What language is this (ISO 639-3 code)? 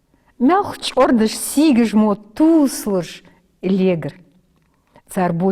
inh